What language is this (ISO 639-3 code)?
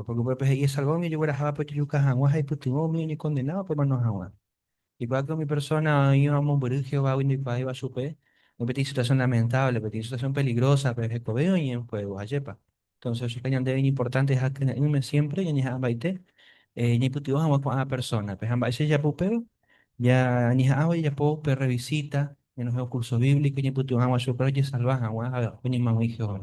grn